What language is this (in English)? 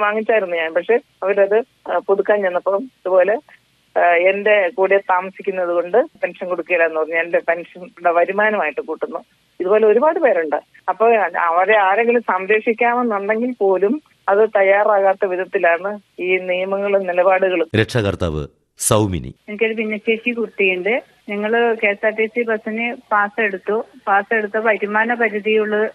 Malayalam